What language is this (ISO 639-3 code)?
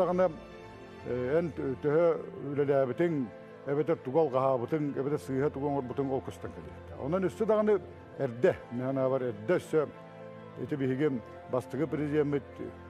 sah